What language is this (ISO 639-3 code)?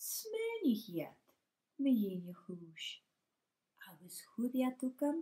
gla